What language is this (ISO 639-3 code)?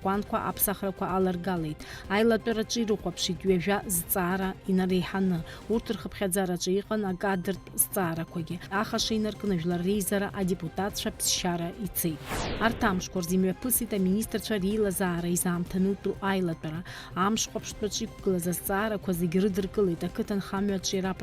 abk